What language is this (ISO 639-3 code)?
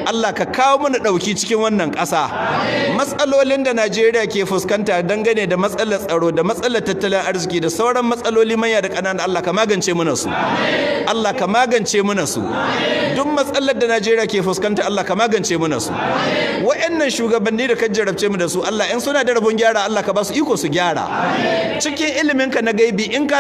hau